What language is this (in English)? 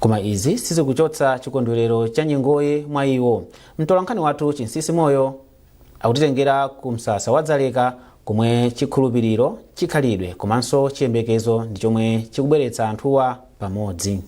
Nyanja